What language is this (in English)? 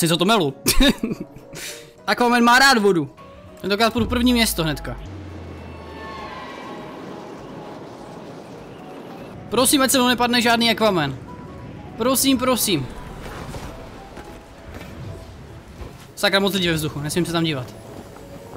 Czech